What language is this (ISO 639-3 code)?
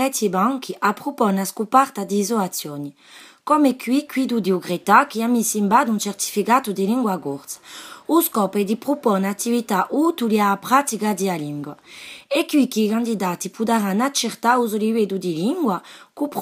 cos